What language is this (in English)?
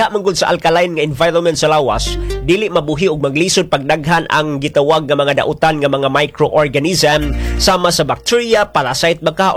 Cebuano